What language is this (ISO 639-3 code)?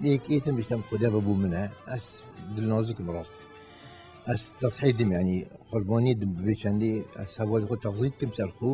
kur